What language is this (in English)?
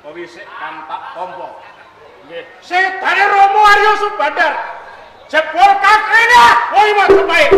Javanese